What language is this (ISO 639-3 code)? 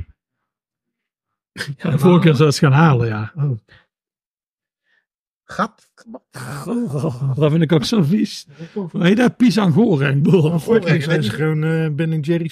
nld